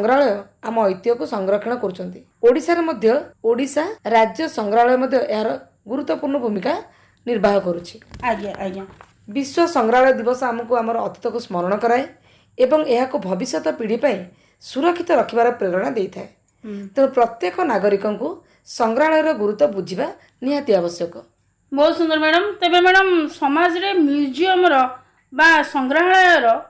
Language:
Odia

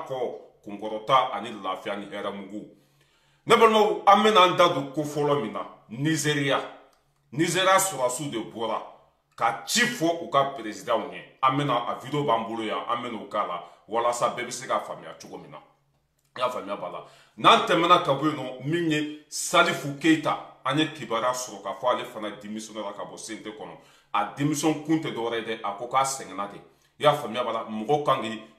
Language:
Bambara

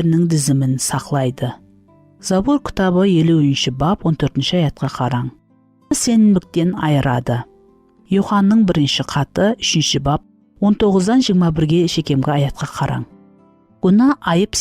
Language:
Kara-Kalpak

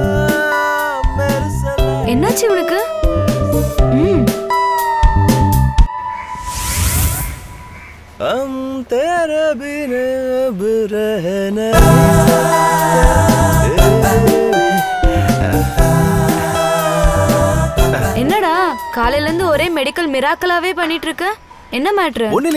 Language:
Tamil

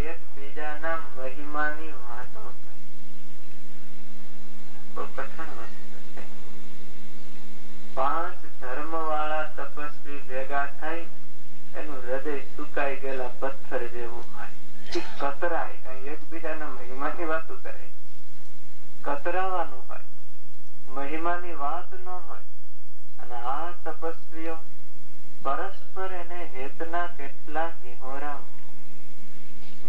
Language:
Gujarati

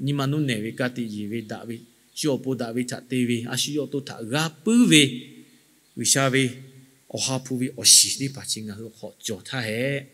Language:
Lahu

